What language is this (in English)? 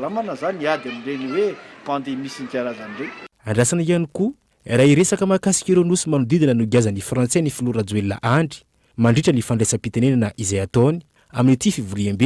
Malagasy